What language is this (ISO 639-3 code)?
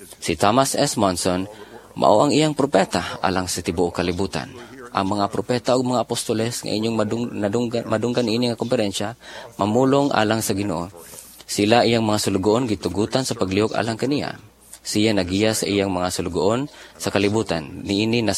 ceb